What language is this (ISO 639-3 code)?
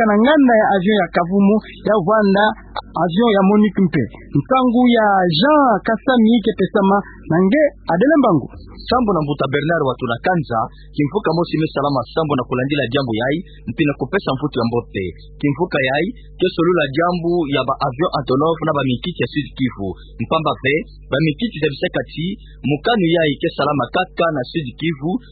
ktu